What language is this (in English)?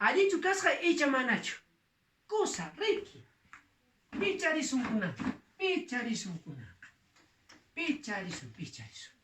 Quechua